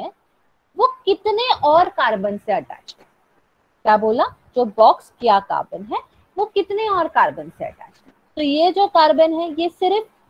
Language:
Hindi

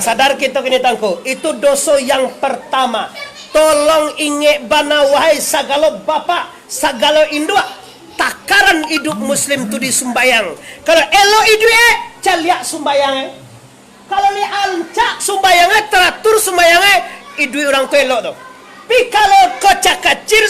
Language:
Minangkabau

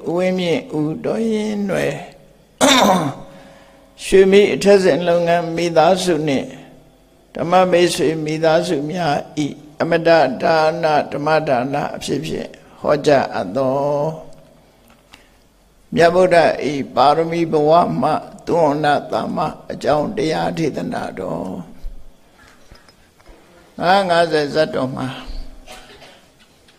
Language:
Burmese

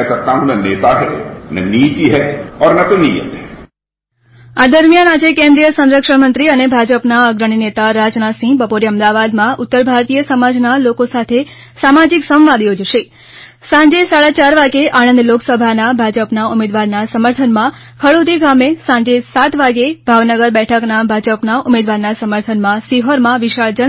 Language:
Gujarati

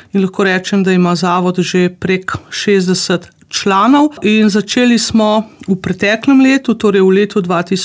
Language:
Slovenian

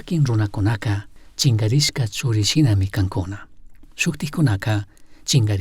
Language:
Chimborazo Highland Quichua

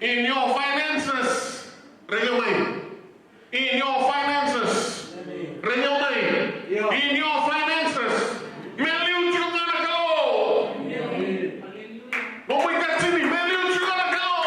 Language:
Fijian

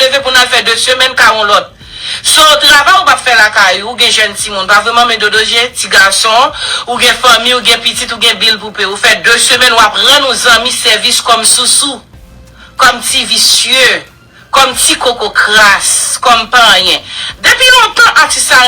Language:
Haitian Creole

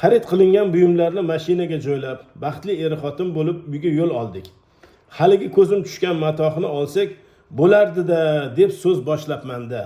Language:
Uzbek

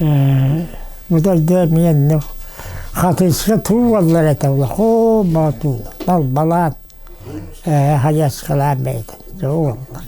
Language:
Yakut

